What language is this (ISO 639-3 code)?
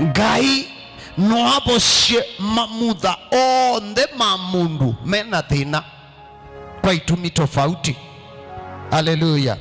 kam